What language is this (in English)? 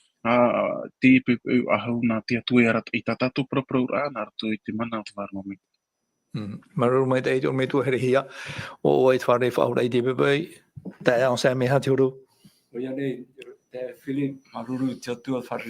Tahitian